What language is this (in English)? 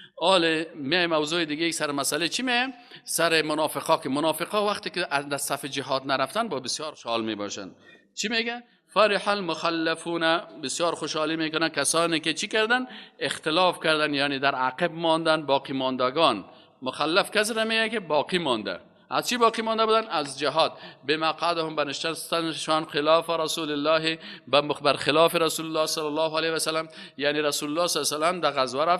Persian